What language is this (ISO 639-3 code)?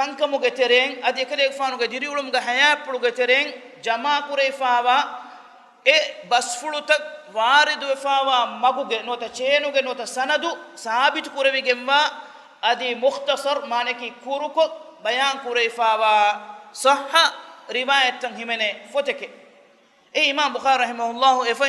div